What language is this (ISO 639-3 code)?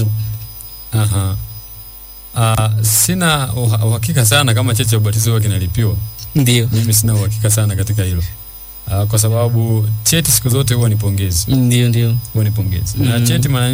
swa